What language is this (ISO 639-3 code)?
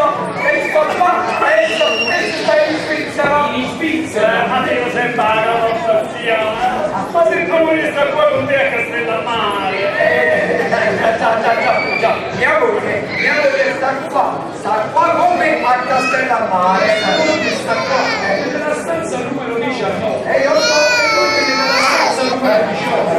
nap